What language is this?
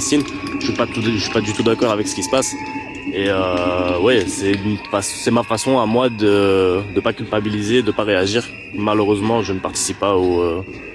French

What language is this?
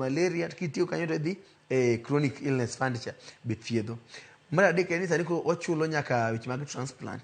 Luo (Kenya and Tanzania)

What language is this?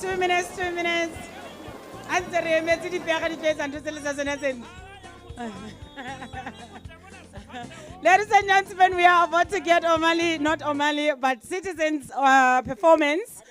Southern Sotho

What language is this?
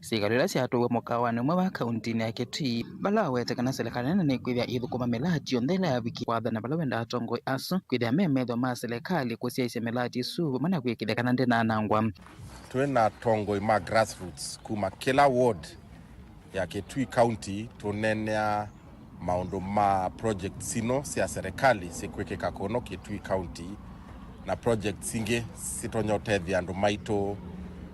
Kamba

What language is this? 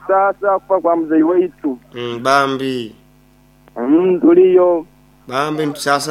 Nyoro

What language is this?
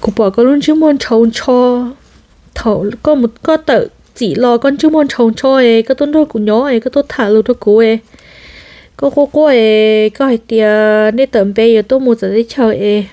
Hmong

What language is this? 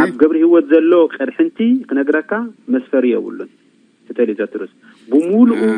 Tigrinya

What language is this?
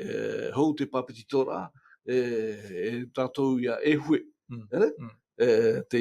Tahitian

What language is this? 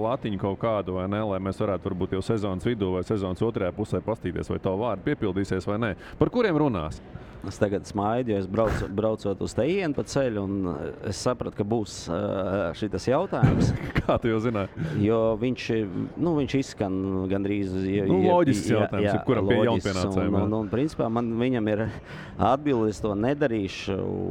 Latvian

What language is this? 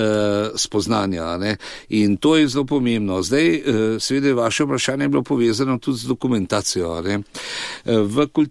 Slovenian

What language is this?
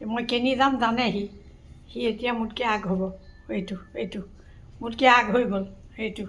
Assamese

